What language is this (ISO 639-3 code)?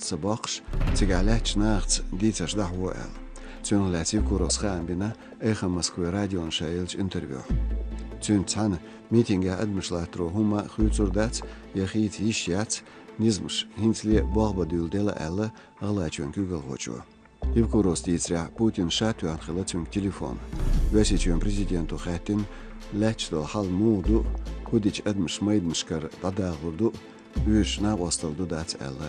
che